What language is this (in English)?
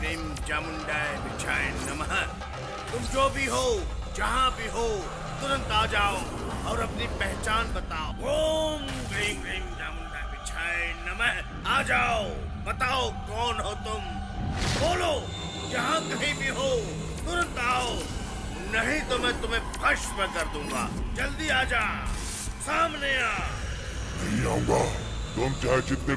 Hindi